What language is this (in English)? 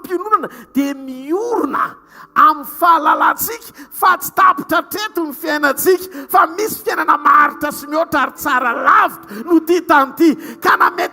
Malagasy